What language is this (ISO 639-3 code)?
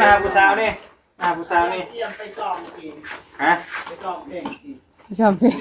tts